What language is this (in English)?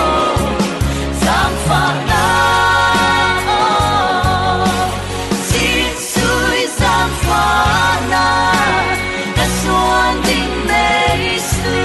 Falam Chin